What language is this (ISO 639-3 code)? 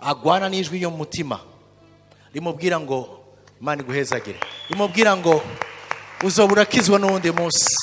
run